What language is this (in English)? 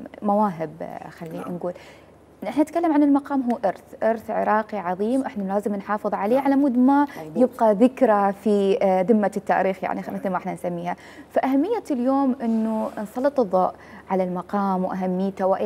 Mesopotamian Arabic